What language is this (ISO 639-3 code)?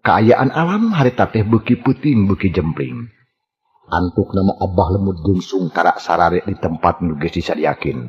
sun